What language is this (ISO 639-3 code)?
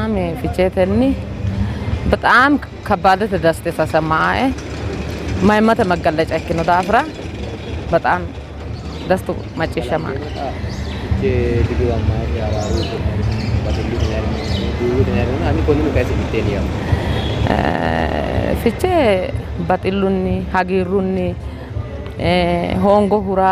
sid